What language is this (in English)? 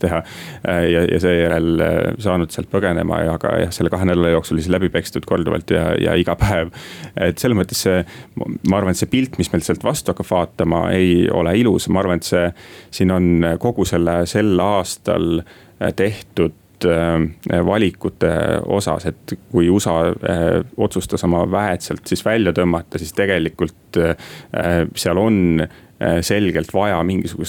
Estonian